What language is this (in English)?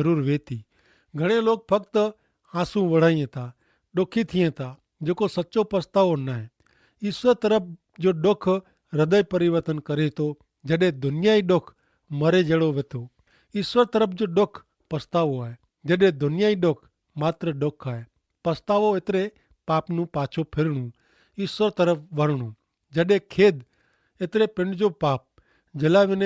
Kachhi